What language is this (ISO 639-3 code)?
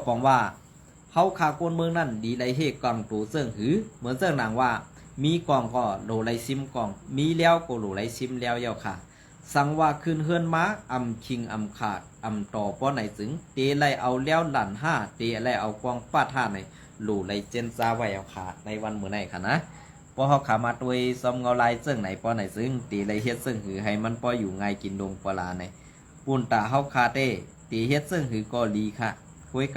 shn